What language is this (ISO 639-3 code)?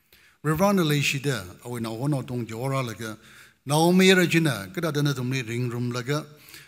nmf